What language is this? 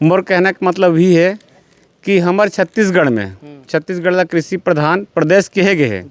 Chhattisgarhi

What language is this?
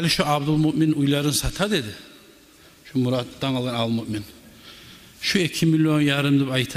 Kumyk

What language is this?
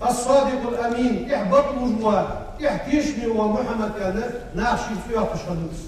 Ingush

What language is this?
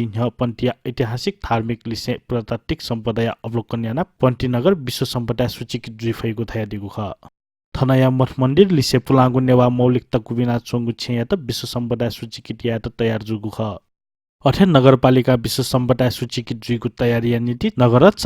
Newari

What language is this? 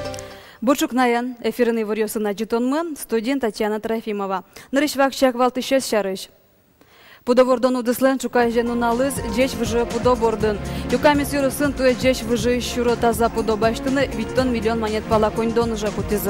Udmurt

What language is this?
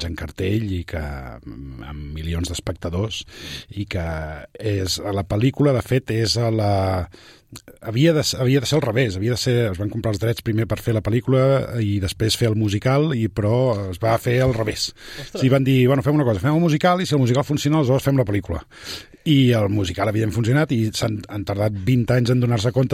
Catalan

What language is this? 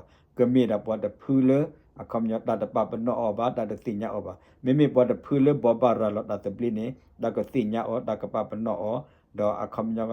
S'gaw Karen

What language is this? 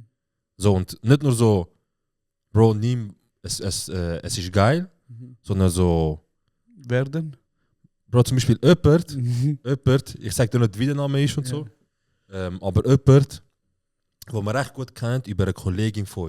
Swiss German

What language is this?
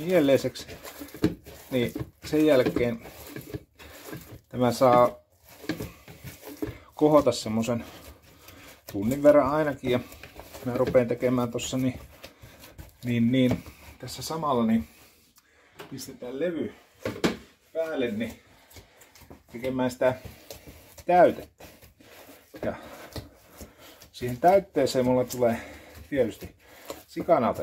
Finnish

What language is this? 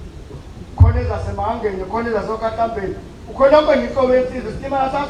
Zulu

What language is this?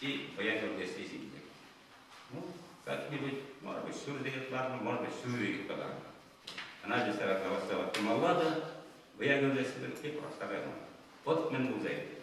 Chuvash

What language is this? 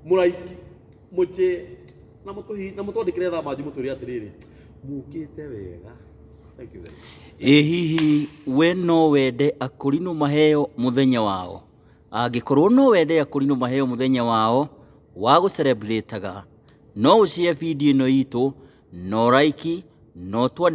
Kikuyu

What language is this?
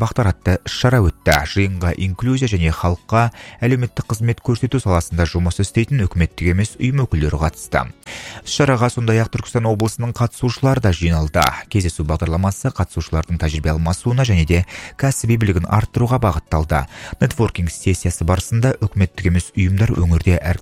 Kazakh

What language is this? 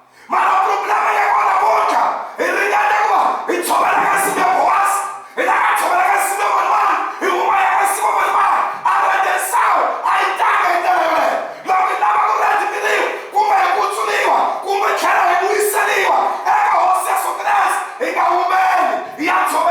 Tsonga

